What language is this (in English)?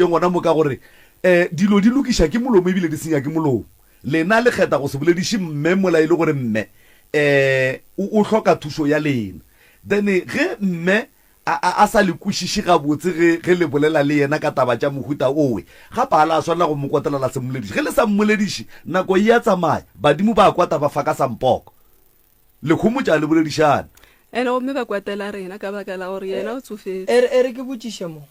Northern Sotho